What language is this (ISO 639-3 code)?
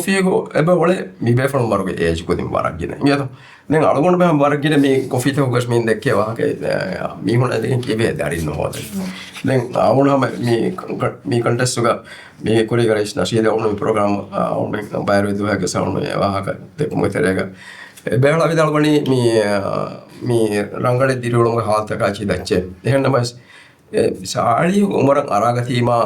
div